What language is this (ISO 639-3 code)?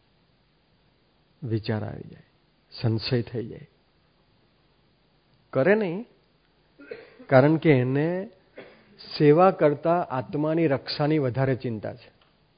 guj